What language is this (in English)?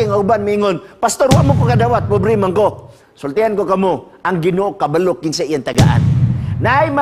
Cebuano